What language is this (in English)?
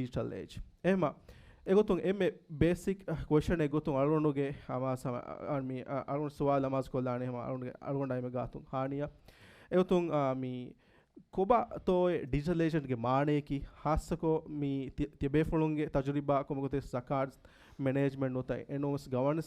Divehi